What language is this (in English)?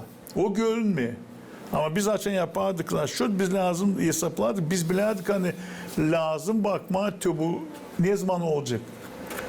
Gagauz